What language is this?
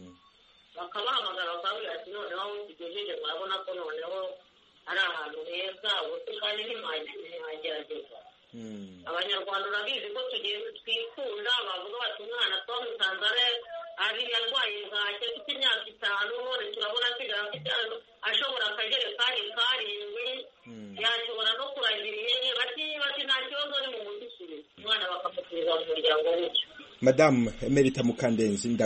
Kinyarwanda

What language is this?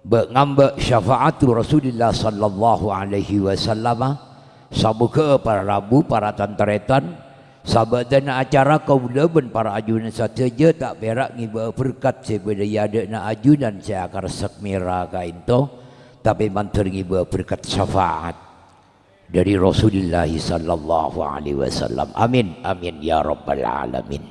Madurese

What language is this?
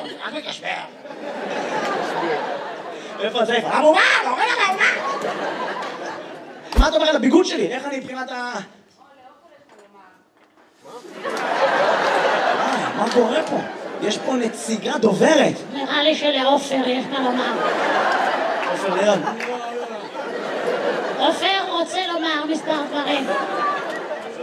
Hebrew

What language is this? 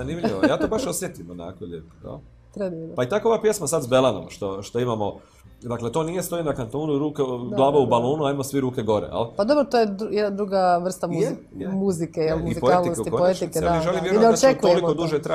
Croatian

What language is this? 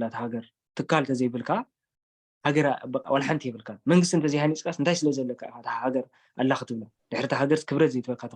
Tigrinya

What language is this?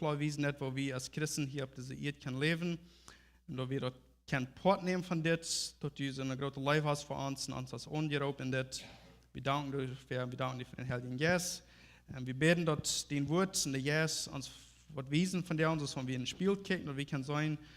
Plautdietsch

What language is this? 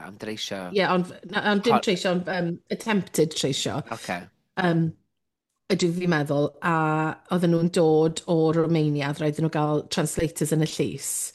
Welsh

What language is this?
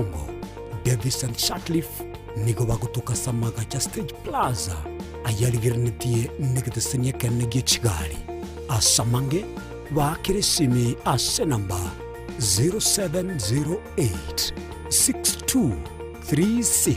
Gusii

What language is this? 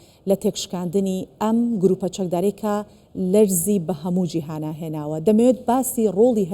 Central Kurdish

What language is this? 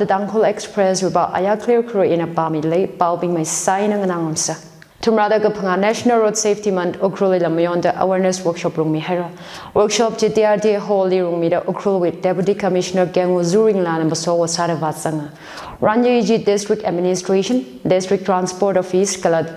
Tangkhul Naga (India)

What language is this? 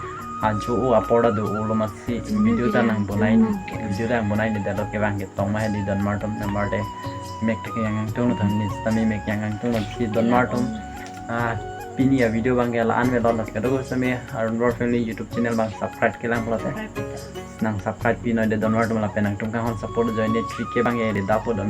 Karbi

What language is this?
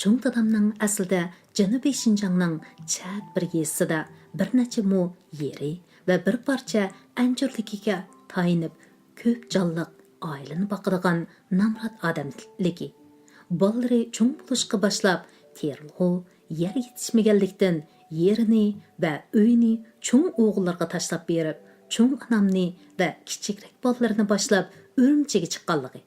Uyghur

